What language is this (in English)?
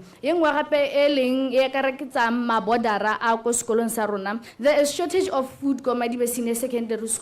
Tswana